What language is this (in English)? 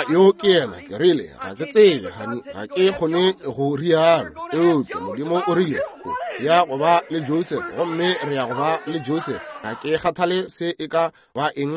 Northern Sotho